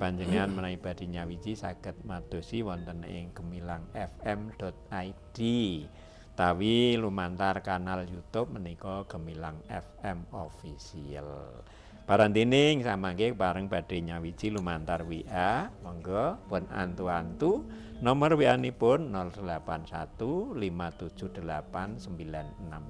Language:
Javanese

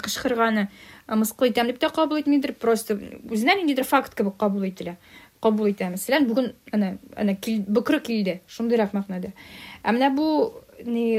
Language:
Tatar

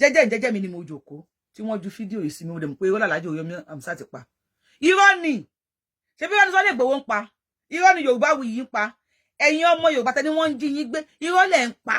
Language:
Yoruba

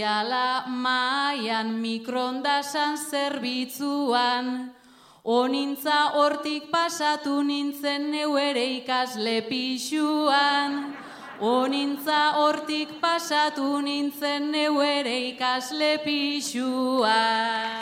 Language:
Basque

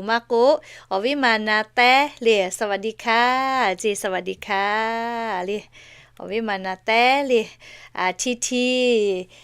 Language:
Lahu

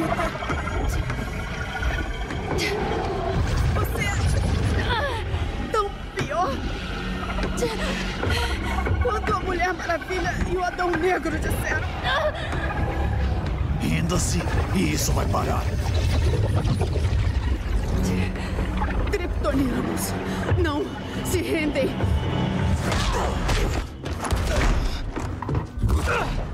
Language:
Portuguese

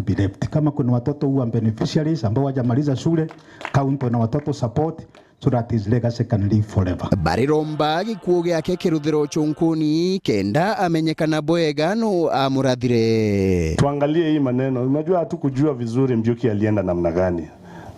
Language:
Meru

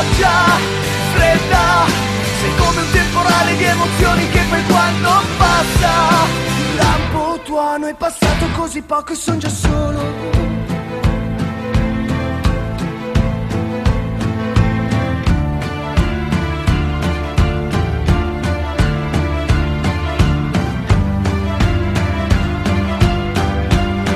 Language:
Italian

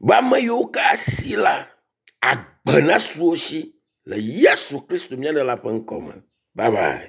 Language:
Ewe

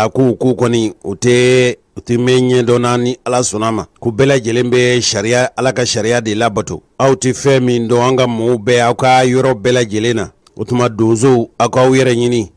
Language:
Bambara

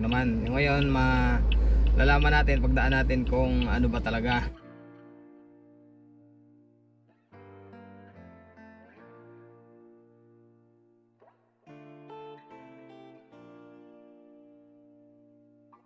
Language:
Filipino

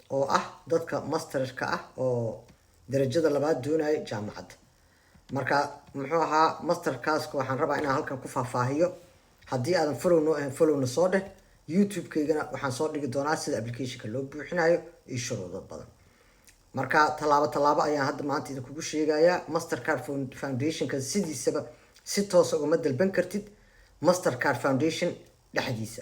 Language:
Somali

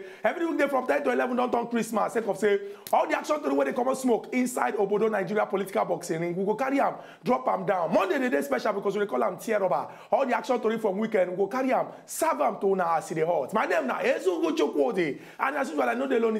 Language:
Nigerian Pidgin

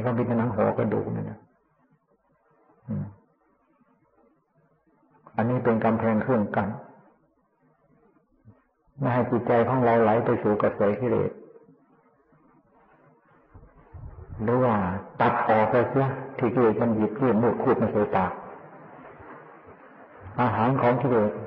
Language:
Thai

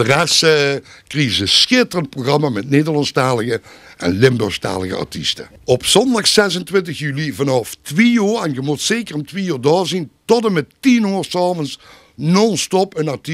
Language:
Limburgish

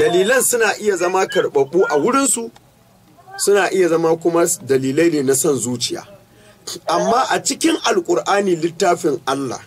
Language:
Hausa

